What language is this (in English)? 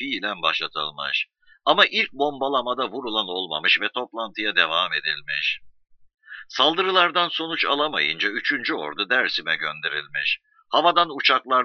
Turkish